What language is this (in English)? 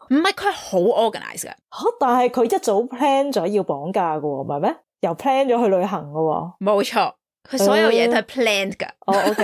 Cantonese